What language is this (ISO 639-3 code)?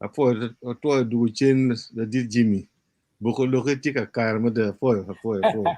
ach